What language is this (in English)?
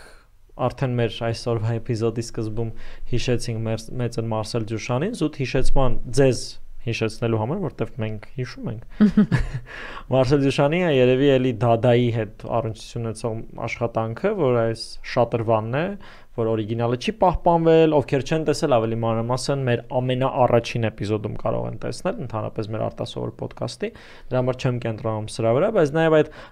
Armenian